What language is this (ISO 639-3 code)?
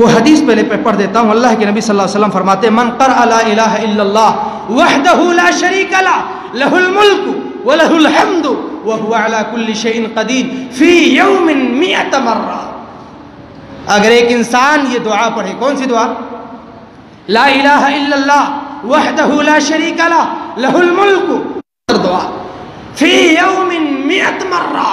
urd